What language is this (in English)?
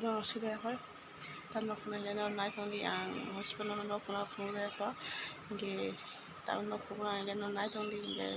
Kok Borok